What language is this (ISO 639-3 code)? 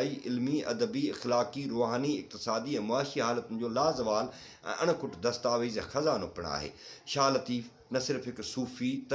snd